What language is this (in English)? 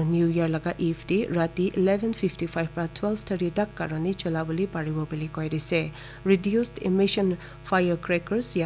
Naga Pidgin